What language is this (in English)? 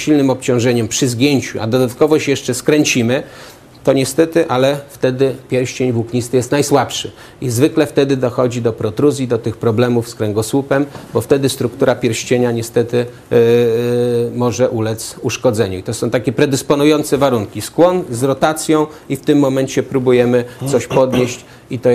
Polish